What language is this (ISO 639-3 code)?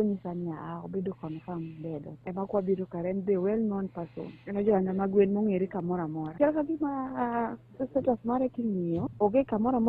luo